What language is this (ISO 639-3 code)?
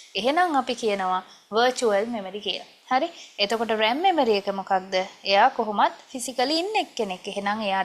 sin